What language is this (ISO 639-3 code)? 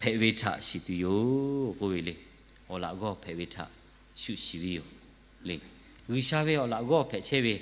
lhu